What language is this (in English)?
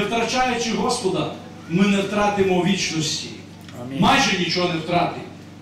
Ukrainian